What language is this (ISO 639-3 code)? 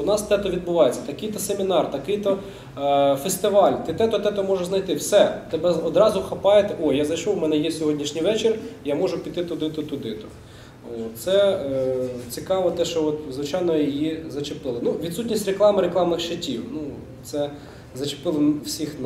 ukr